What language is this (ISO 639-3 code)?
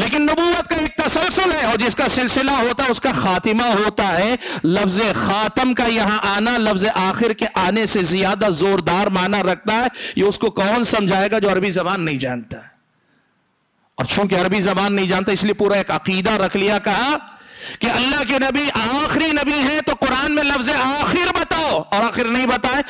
urd